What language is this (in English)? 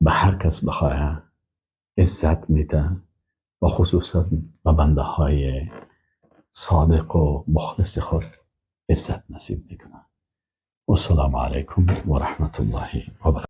Persian